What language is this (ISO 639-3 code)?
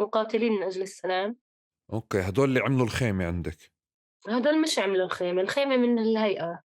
apc